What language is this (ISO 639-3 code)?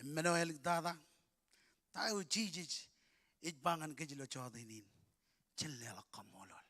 mah